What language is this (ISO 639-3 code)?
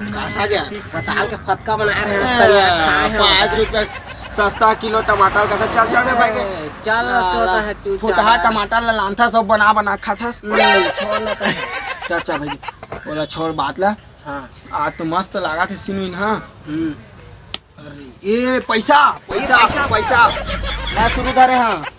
hne